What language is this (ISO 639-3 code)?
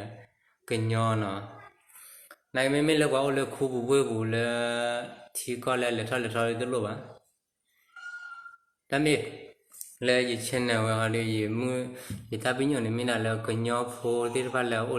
ksw